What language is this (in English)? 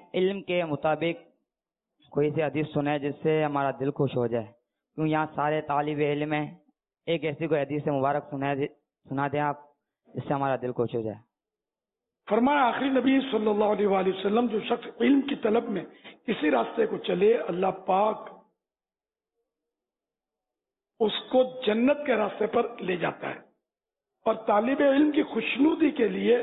Urdu